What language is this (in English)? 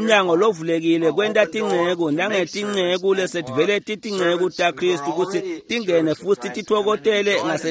Swati